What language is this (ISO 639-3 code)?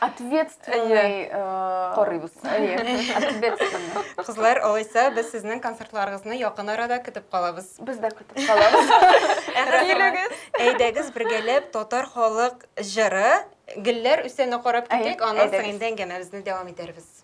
tat